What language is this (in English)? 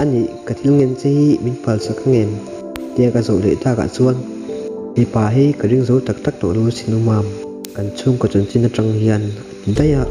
Mizo